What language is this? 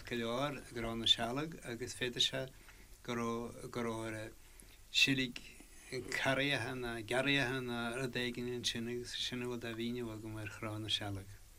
Irish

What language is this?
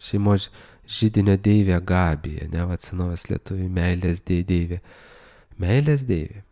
Lithuanian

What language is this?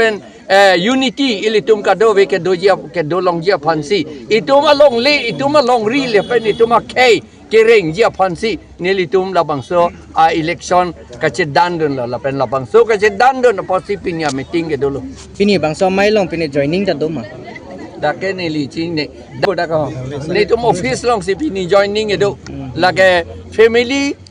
Karbi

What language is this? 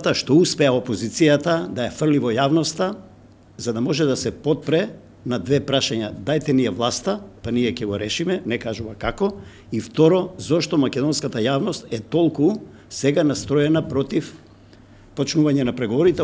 Macedonian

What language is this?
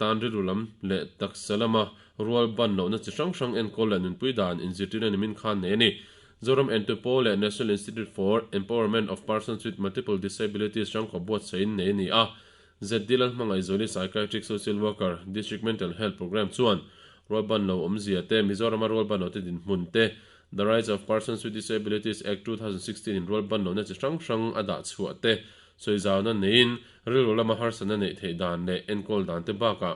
Mizo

